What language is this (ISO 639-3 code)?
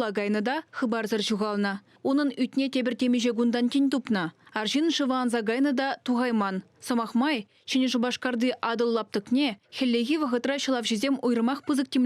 chv